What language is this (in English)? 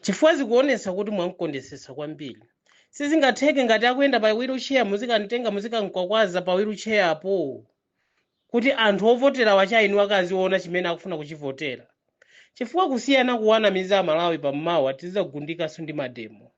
Nyanja